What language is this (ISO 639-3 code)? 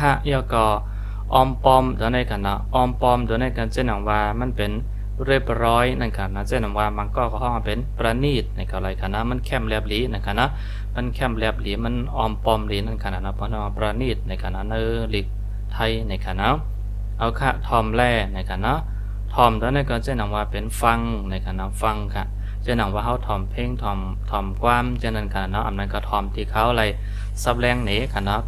shn